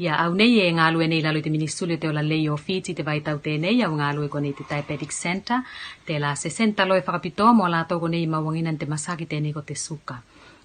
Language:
Tuvalu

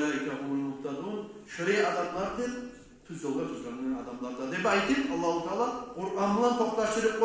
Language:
Kumyk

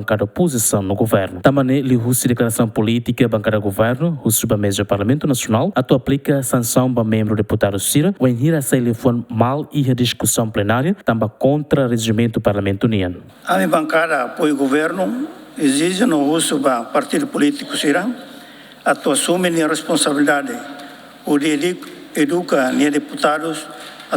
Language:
Tetum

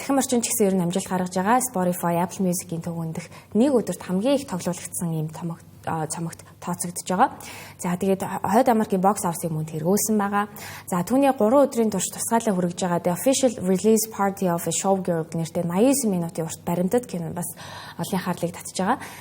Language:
Mongolian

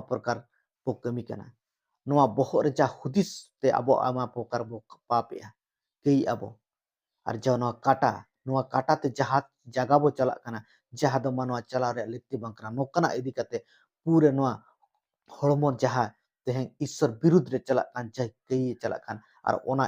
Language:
Santali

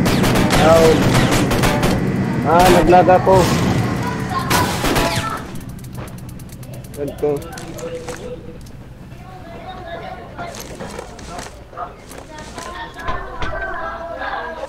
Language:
Filipino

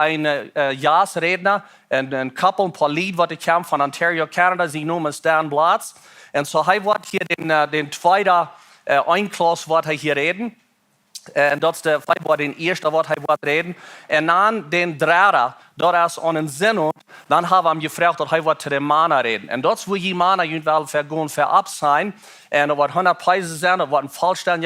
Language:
Plautdietsch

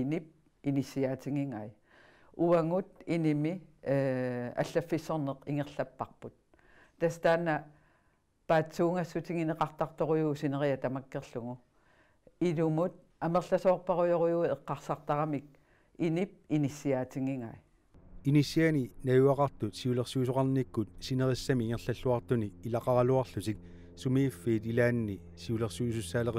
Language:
Kalaallisut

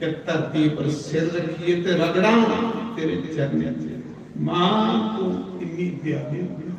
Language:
Dogri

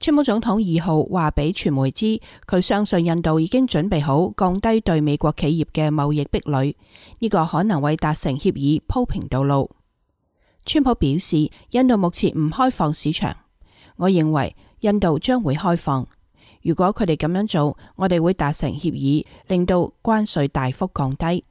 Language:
Cantonese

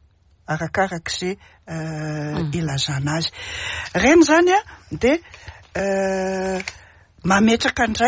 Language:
Malagasy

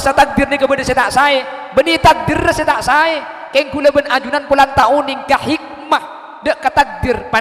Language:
Madurese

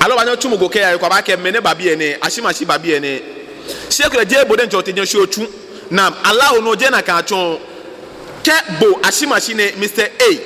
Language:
Ga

